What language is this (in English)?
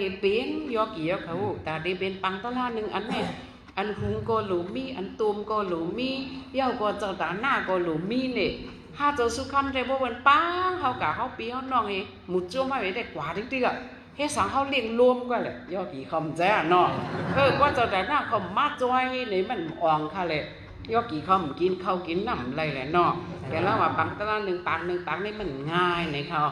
Shan